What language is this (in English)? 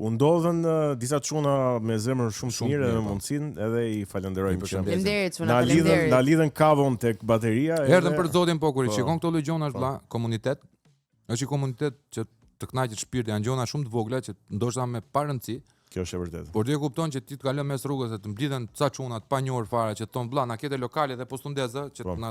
Albanian